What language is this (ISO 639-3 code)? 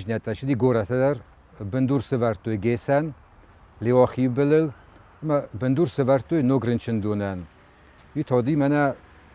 oss